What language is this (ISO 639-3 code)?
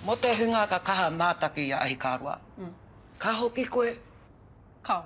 mri